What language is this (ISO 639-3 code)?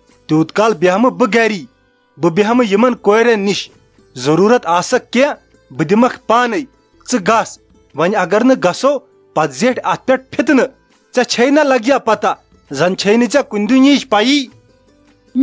kas